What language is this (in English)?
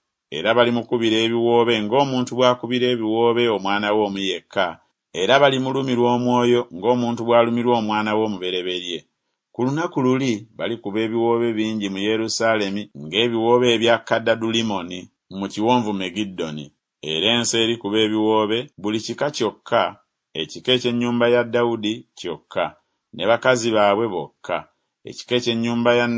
Ganda